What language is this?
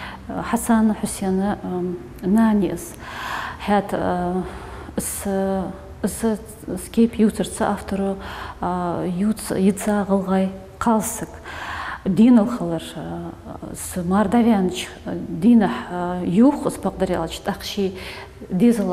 Ingush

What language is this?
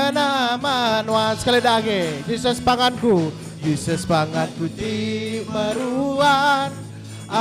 Iban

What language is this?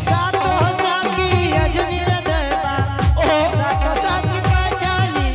Angika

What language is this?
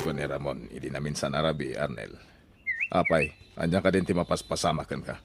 Iloko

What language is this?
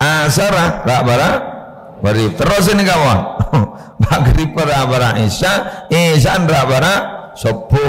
Madurese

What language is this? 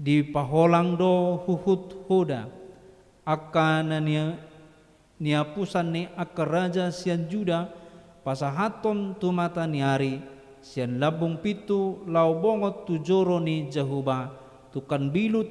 Batak Toba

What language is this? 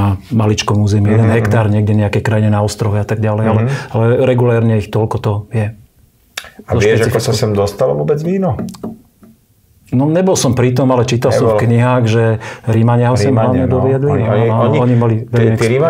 Slovak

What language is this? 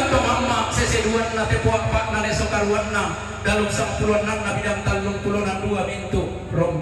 Toraja-Sa'dan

